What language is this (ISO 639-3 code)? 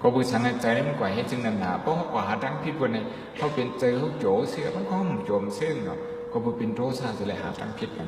shn